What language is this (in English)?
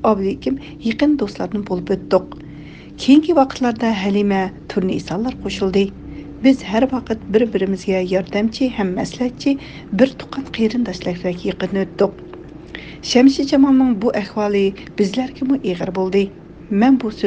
Uyghur